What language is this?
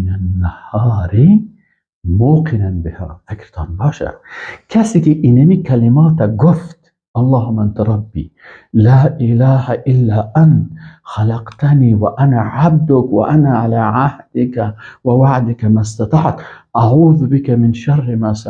Persian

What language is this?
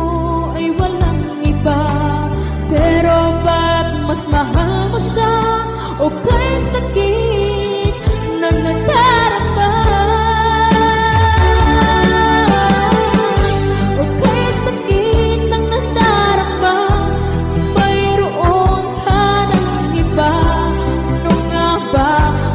Filipino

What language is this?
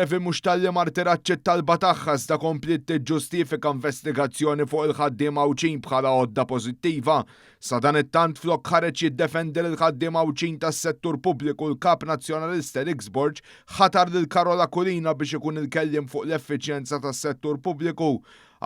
Maltese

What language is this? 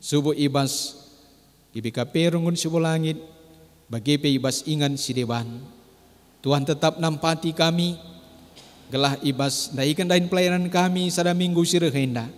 Batak Karo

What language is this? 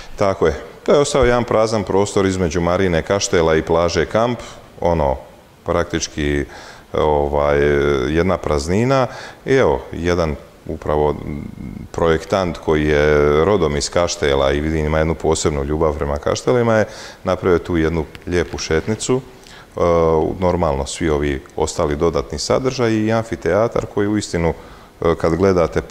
Croatian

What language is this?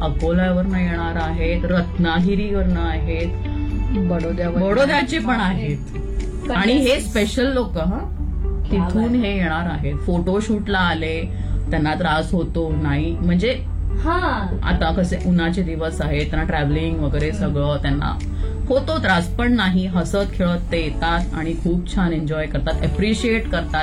Marathi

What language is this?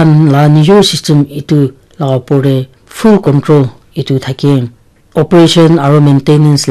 Naga Pidgin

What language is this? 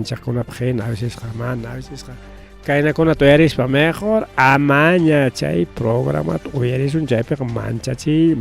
Ayacucho Quechua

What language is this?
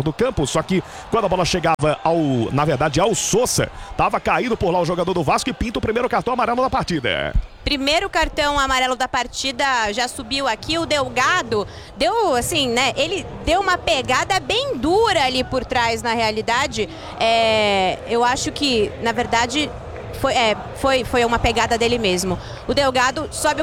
Portuguese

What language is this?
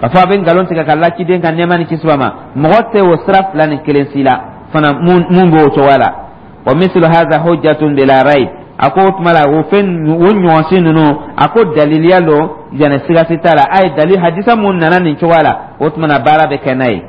Dyula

